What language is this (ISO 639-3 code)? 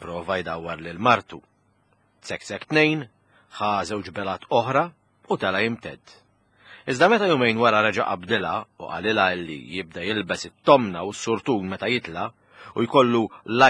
mlt